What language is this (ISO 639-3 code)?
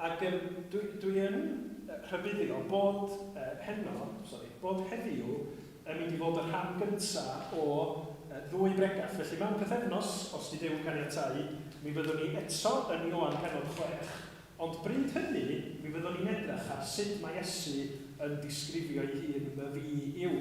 cym